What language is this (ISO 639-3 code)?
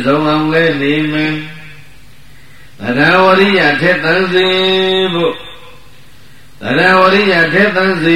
mya